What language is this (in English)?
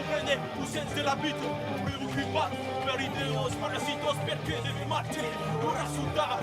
Occitan